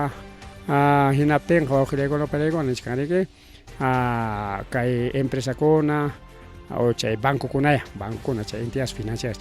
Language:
Ayacucho Quechua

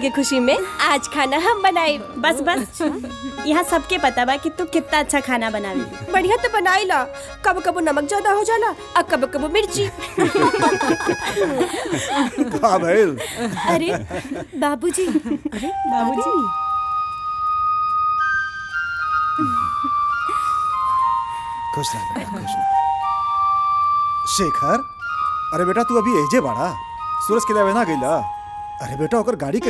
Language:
Bhojpuri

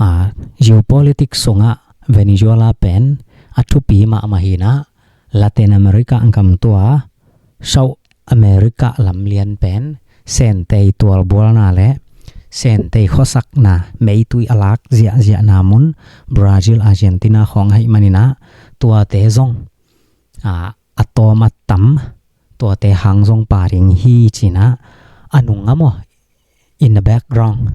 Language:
Tedim Chin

